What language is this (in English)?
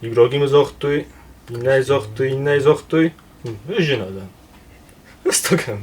Ossetic